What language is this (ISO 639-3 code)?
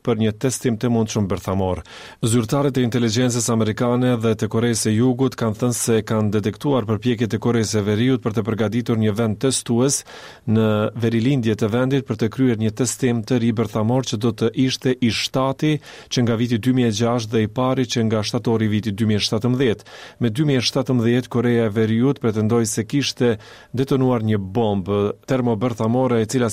sqi